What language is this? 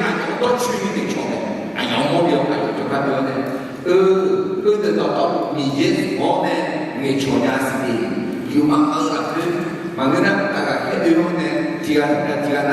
Akha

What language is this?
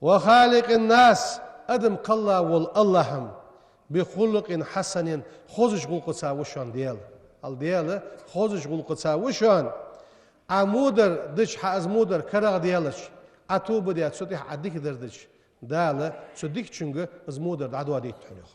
Ingush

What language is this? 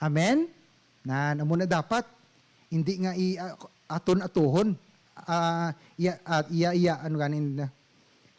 Hiligaynon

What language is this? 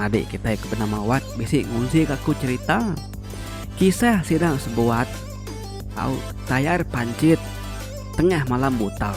Iban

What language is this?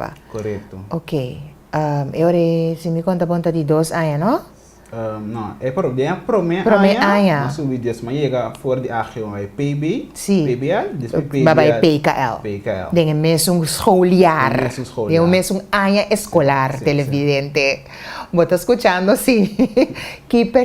Papiamento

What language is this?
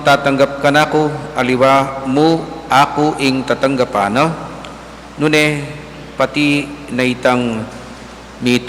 Pampanga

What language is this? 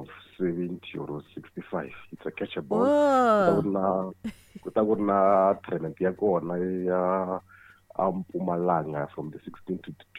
Tsonga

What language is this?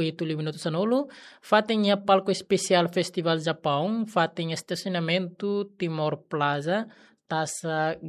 Tetum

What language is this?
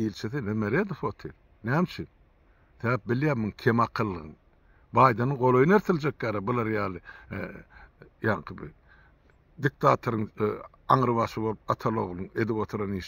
Turkmen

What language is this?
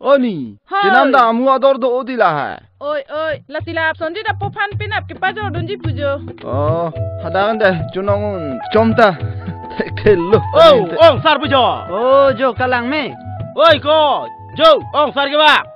Karbi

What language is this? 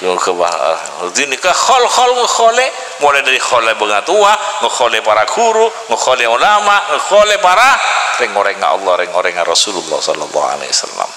Madurese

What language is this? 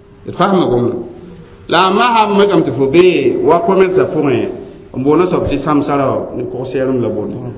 Mossi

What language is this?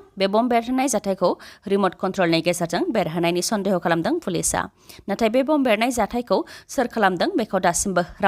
Bodo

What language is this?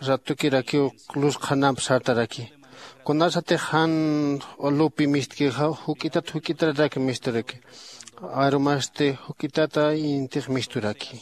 Aymara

